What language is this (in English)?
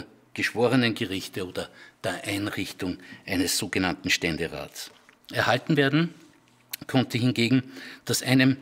German